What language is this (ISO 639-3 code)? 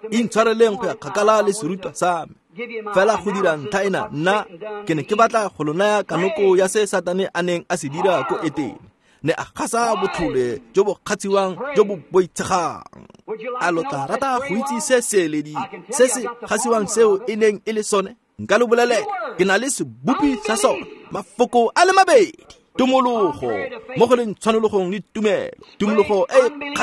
tsn